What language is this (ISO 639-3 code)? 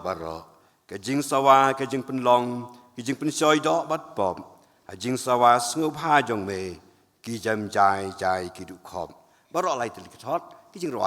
kha